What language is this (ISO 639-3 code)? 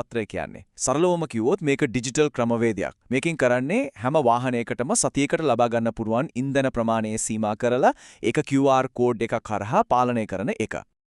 sin